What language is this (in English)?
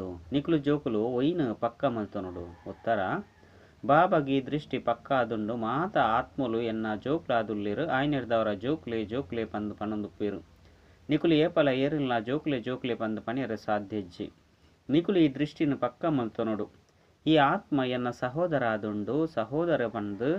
Tulu